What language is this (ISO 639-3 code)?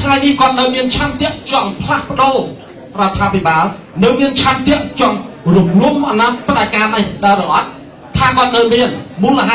khm